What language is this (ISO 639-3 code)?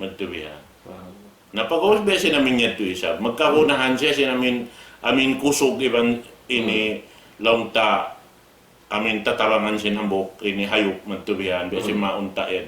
tsg